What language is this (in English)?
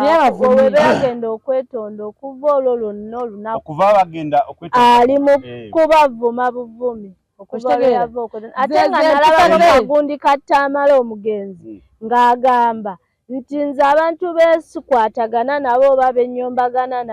Ganda